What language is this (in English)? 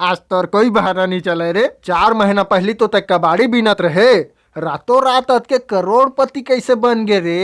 Chhattisgarhi